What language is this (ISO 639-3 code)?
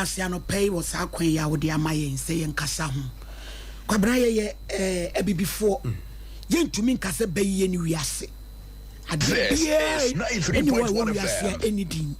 aka